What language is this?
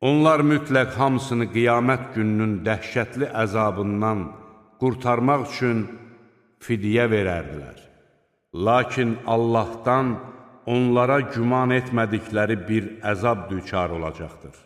Azerbaijani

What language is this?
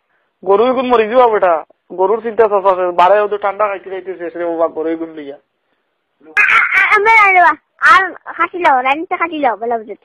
Sylheti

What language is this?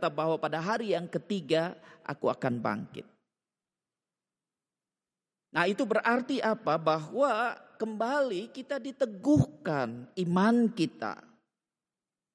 Indonesian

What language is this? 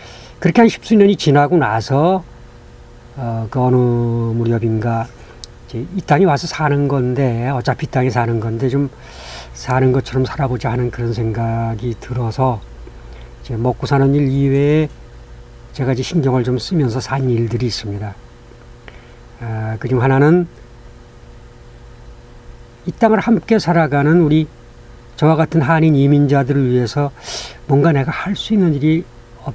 Korean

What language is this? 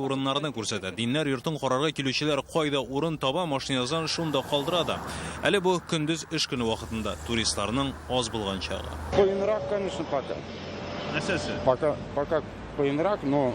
Tatar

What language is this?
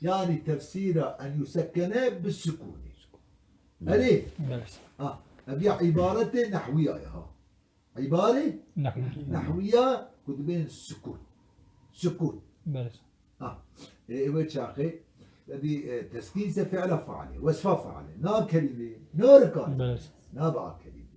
Kurdish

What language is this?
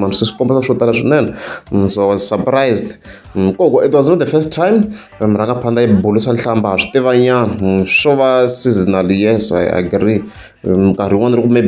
Tsonga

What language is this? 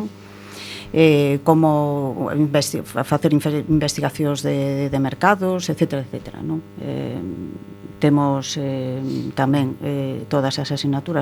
Galician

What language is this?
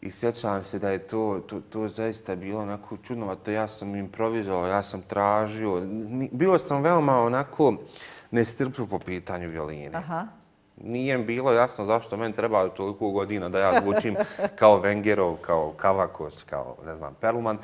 Bosnian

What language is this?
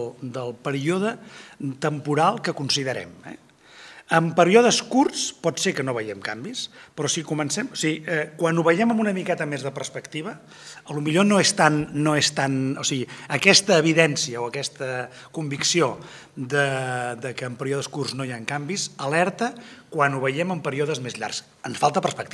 Catalan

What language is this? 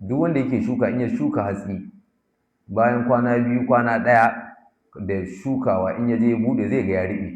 Hausa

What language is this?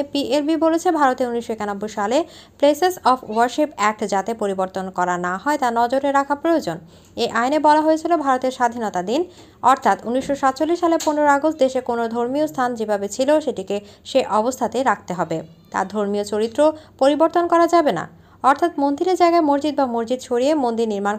Bangla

